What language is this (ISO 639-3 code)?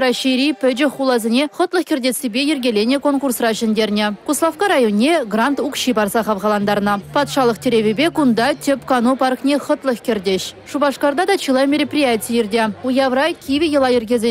chv